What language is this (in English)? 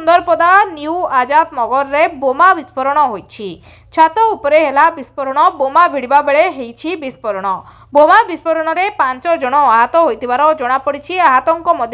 Odia